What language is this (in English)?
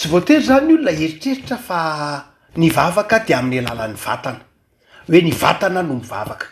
Malagasy